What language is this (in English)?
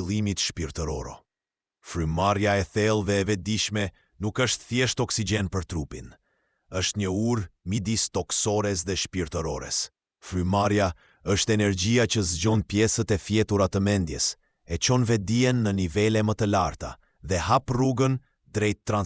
Albanian